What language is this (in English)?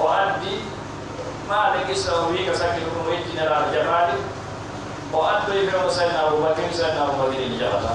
Fula